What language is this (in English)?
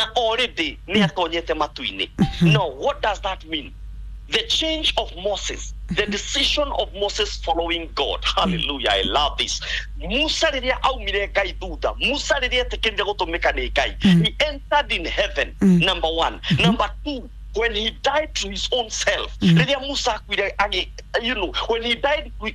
Kikuyu